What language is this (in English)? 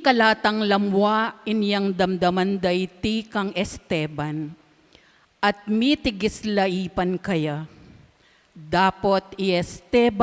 Pampanga